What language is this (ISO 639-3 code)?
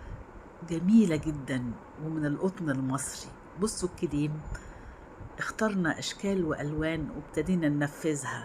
arz